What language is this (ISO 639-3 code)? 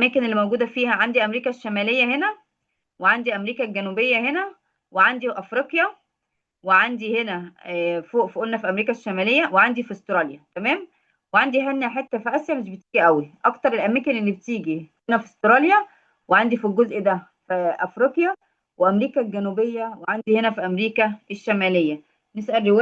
arz